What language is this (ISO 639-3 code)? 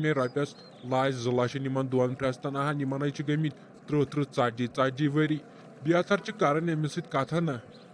kas